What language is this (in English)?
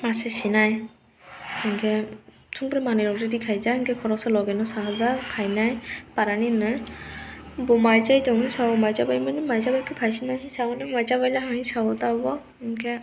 Kok Borok